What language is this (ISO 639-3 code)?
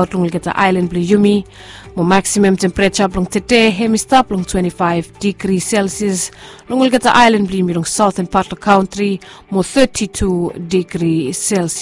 bis